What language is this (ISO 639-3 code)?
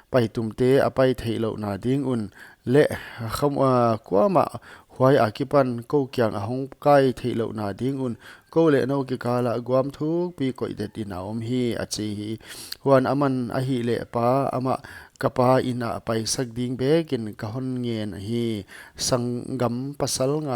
pck